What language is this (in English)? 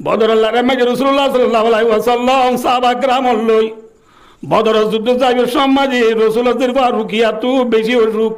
Rohingya